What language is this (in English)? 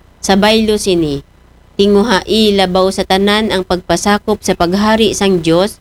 Aklanon